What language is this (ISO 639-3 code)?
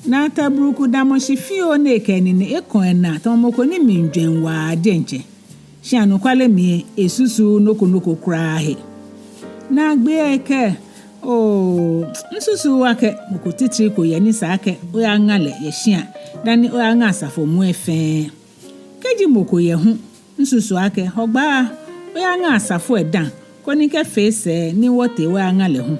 gaa